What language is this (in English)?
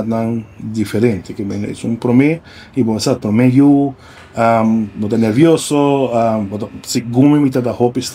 Papiamento